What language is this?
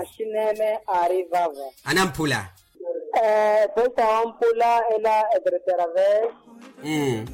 Makhuwa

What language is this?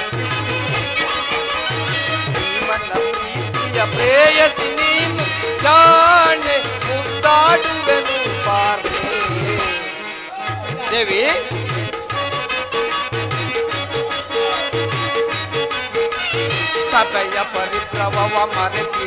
Kannada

